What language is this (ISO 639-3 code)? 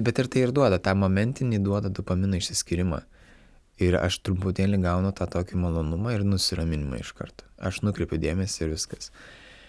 lit